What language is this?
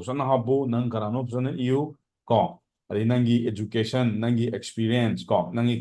Manipuri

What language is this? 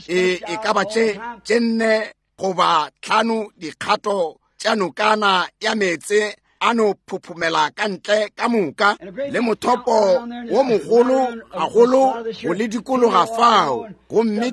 Northern Sotho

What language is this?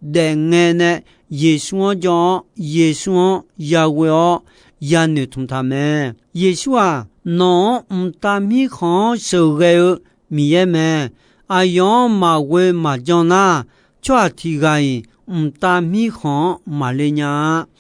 Akha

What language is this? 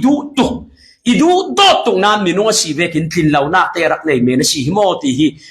Falam Chin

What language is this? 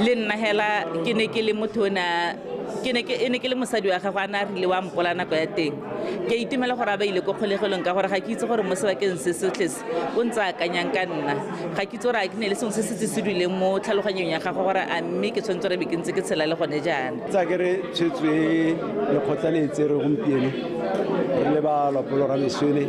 Tswana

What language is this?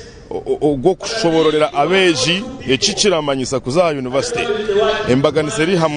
Nyankole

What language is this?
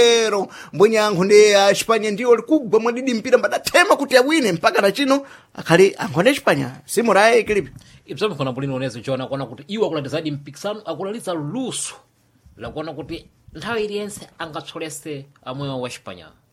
Sena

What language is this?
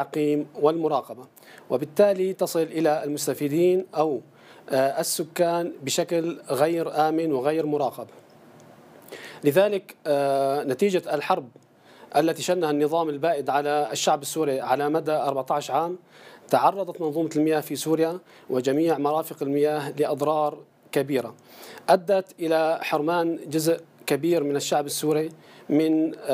Arabic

